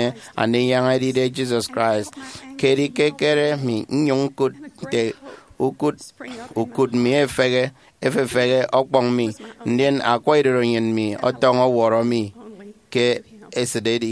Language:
Efik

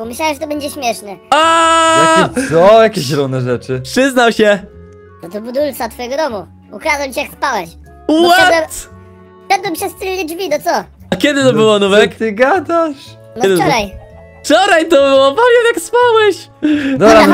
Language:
Polish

